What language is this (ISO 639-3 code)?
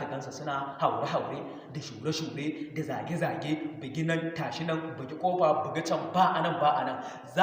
hau